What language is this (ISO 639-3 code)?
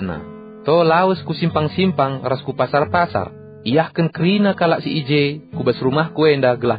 btx